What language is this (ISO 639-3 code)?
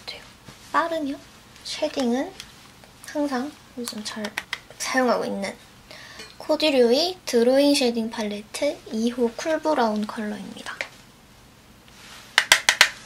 kor